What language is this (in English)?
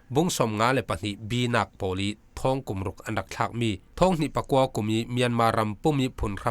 Falam Chin